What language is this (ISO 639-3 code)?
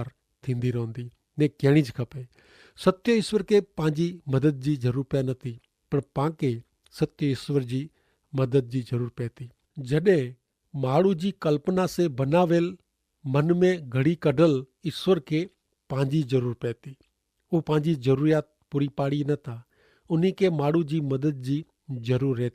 kfr